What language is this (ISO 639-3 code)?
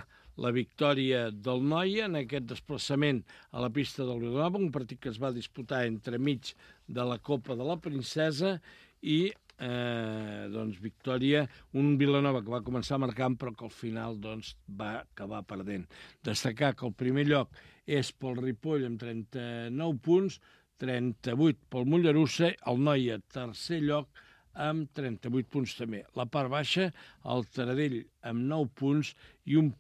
cat